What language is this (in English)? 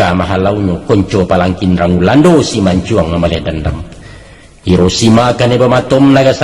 Minangkabau